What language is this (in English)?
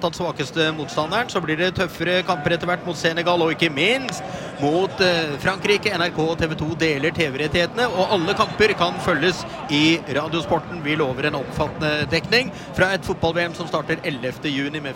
Norwegian